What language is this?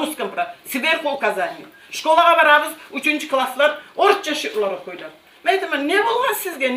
Kumyk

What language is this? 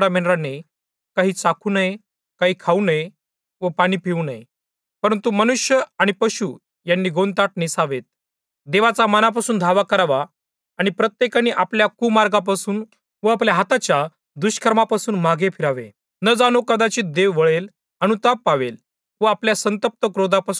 Marathi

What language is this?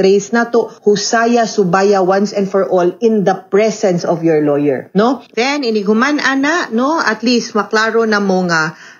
Cebuano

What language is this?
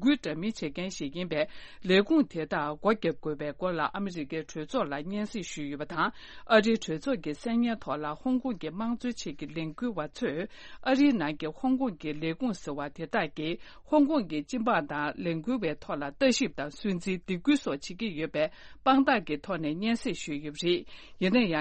Tibetan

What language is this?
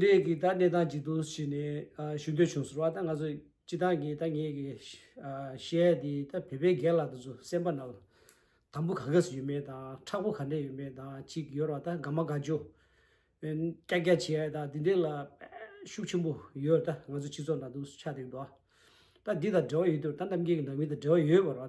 Tibetan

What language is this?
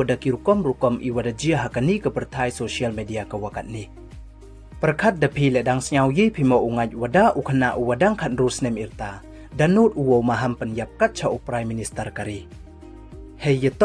Pnar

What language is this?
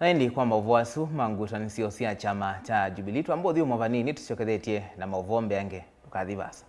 Kamba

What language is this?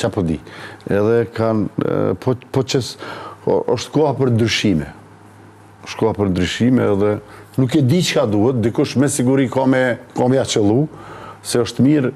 Albanian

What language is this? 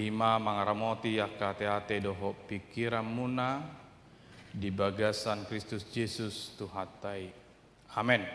Batak Toba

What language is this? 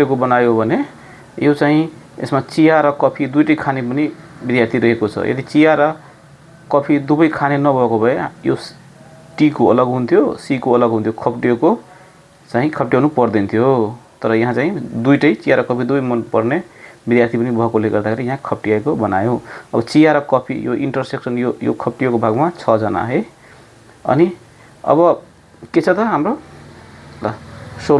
Nepali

